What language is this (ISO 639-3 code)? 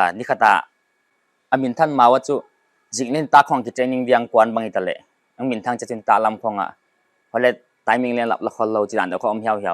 pck